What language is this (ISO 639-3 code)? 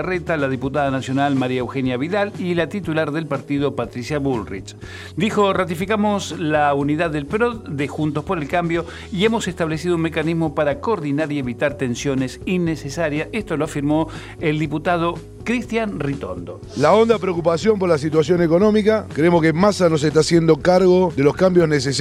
spa